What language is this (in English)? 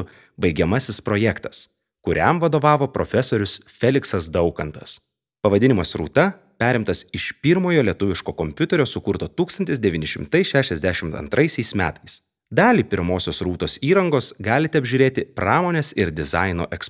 Lithuanian